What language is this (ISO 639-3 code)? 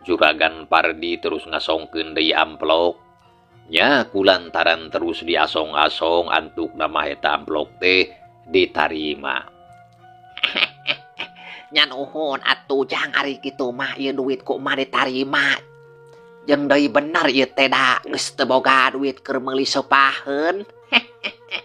sun